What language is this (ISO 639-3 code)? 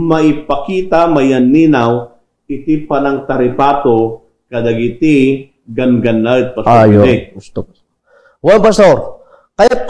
ilo